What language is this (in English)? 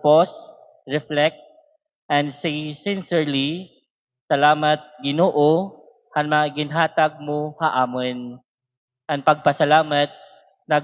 Waray